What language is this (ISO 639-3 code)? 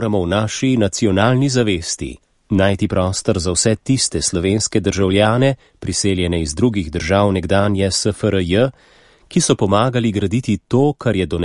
slv